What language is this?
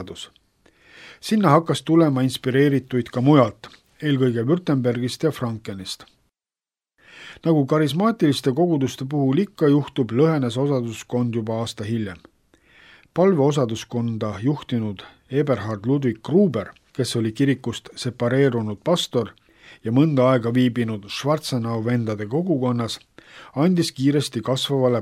Estonian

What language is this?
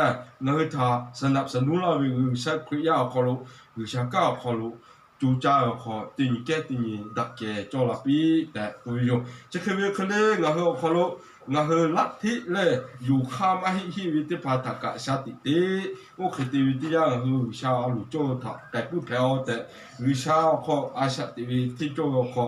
Lahu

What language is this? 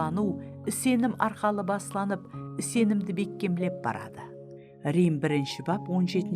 Kara-Kalpak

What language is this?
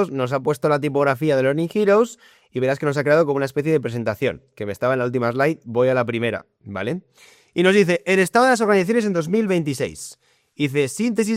Spanish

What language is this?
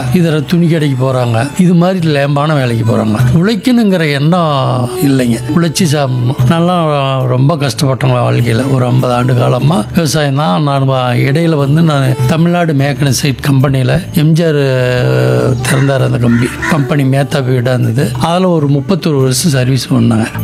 Tamil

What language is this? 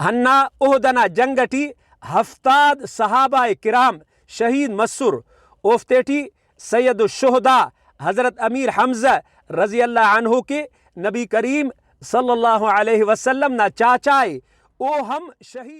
Brahui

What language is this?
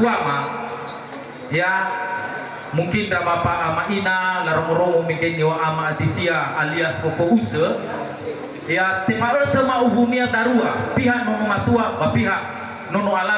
Nias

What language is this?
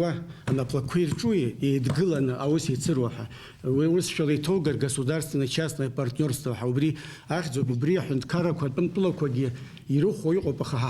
Abkhazian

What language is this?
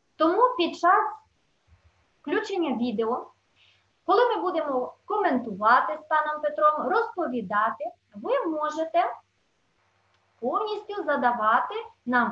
Ukrainian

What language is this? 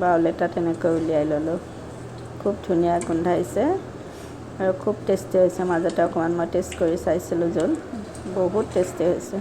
Assamese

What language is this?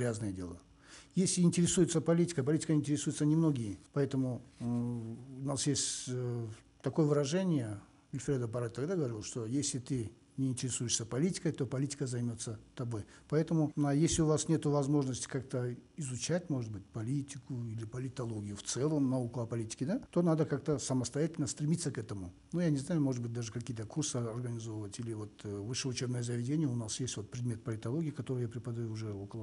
Russian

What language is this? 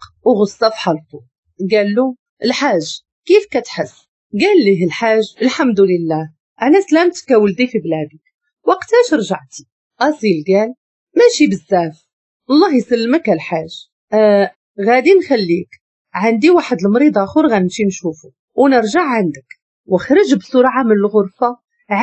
Moroccan Arabic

